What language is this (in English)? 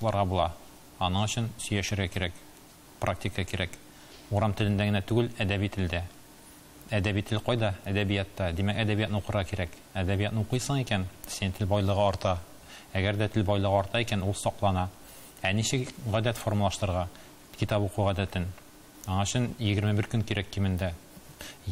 Tatar